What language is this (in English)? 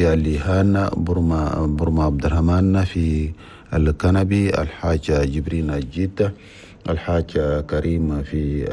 Chadian Arabic